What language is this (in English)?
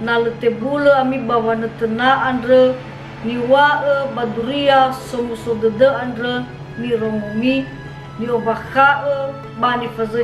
Nias